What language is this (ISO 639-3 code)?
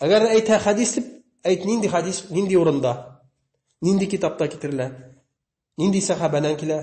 bak